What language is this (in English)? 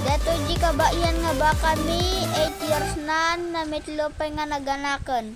Iloko